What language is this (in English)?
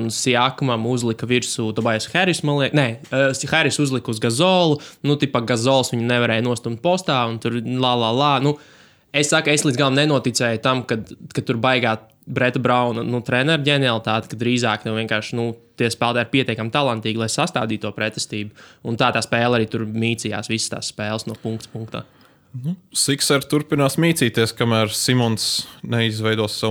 Latvian